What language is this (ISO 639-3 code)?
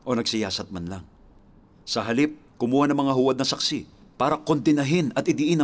fil